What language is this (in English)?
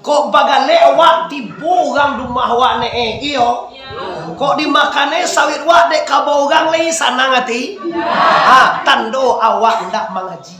Minangkabau